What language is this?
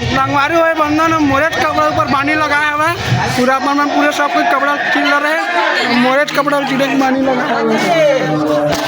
Chhattisgarhi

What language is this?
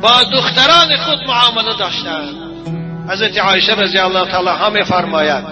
Tajik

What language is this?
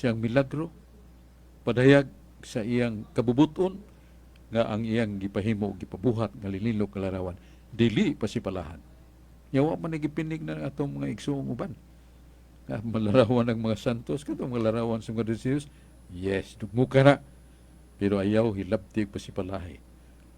Cebuano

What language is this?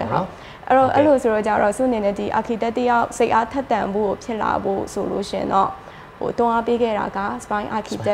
Burmese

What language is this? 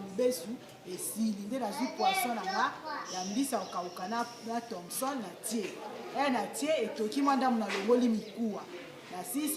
Lingala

